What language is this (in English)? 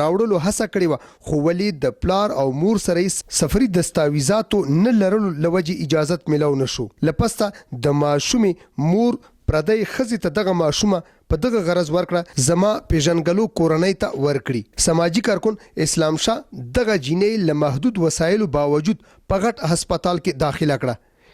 Pashto